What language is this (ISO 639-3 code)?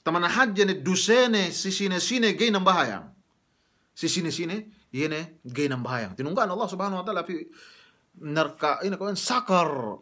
yka